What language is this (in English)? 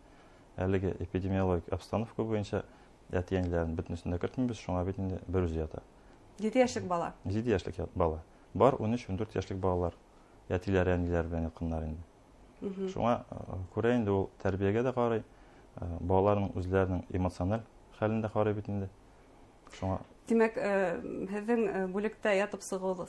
Bashkir